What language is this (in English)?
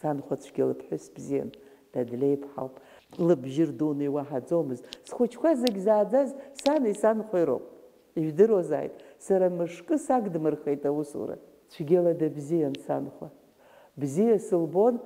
Abkhazian